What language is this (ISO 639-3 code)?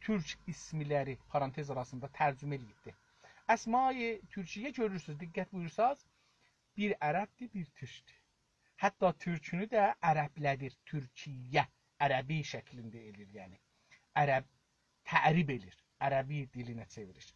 azb